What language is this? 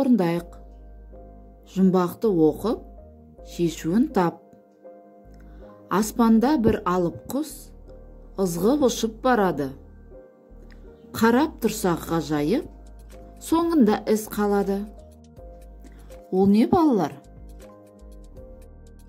Kazakh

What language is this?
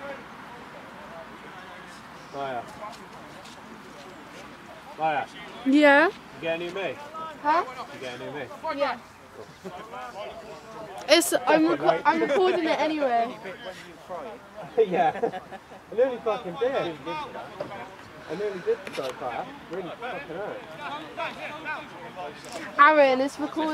English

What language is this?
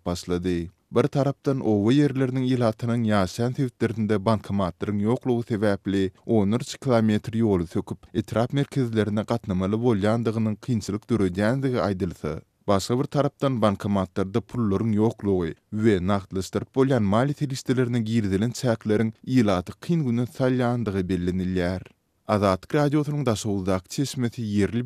Turkmen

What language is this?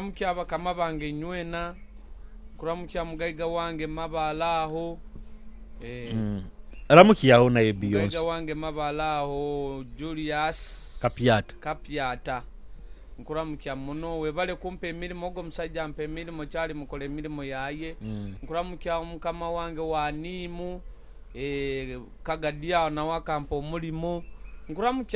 Nyoro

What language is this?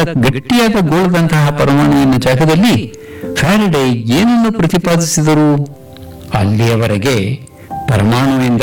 Kannada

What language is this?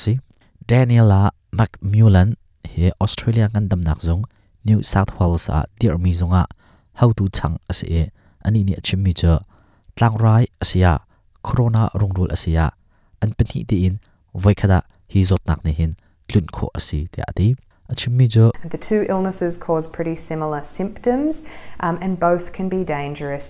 Hakha Chin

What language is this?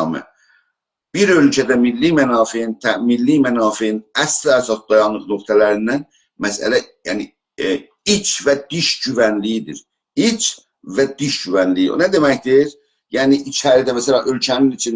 South Azerbaijani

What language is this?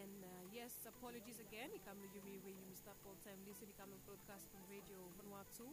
Bislama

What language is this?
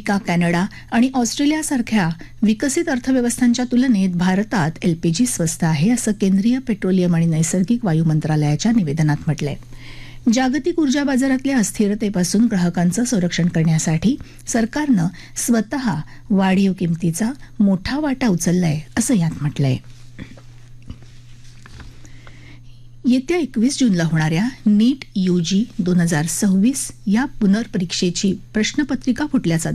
Marathi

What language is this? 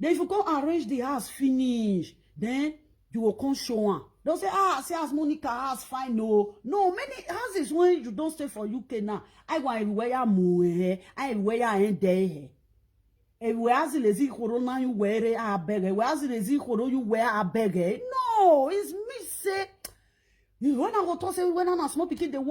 Nigerian Pidgin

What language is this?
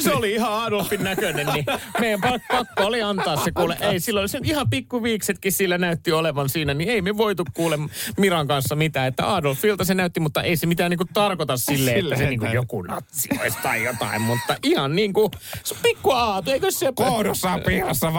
Finnish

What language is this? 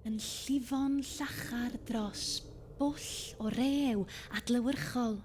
Welsh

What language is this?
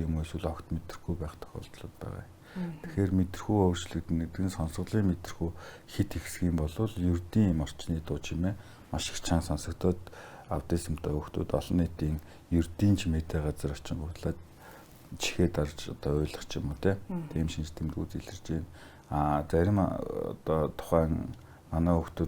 Mongolian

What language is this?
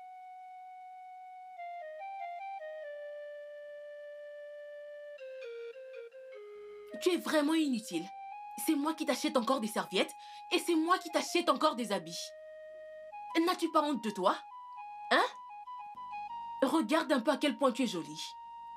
French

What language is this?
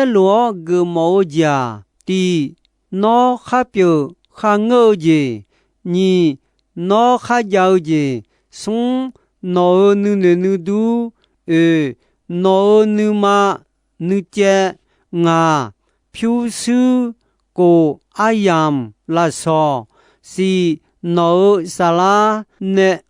Akha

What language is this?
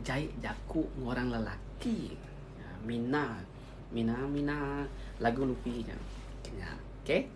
Iban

